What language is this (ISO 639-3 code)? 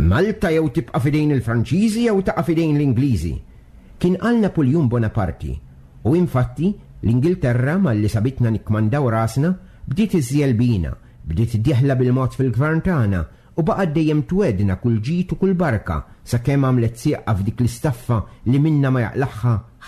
mlt